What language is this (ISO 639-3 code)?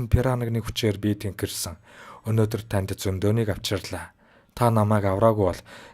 mon